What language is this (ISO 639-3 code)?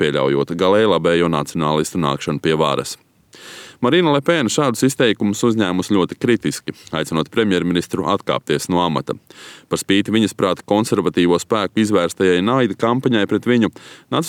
lav